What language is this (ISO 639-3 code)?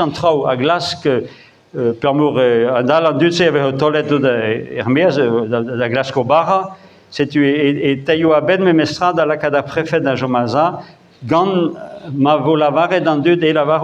bre